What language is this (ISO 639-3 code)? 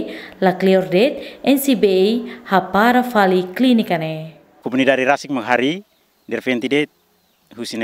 tet